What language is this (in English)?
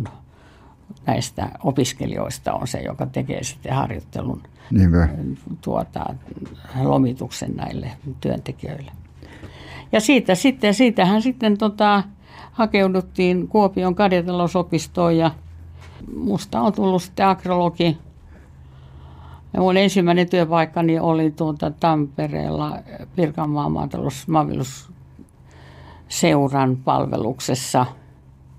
Finnish